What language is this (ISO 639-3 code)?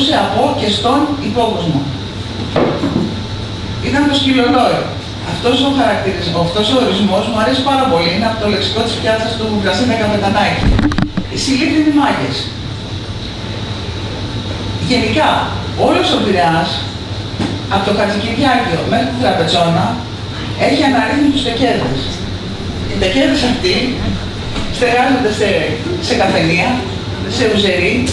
ell